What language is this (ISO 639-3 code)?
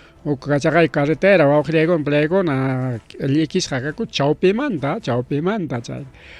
quy